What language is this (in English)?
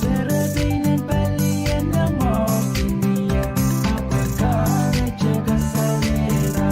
Pohnpeian